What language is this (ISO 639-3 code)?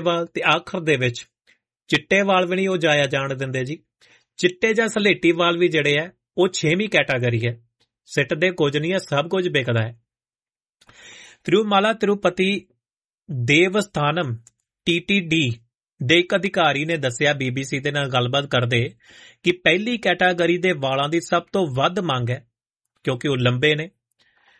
pan